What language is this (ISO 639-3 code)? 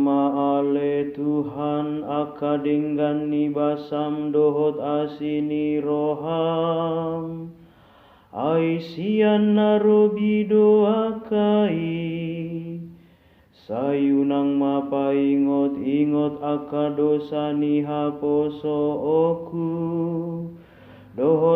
bbc